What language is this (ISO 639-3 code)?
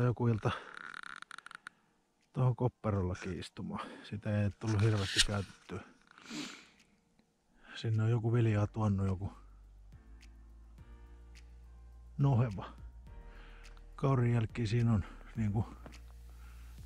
fin